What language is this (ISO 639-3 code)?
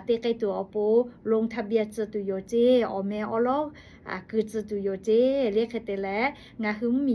lhu